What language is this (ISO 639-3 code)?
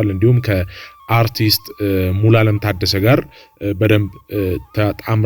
amh